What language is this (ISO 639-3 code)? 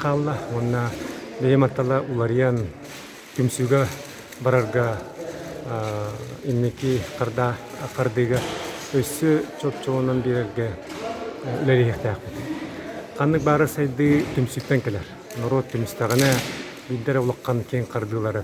sah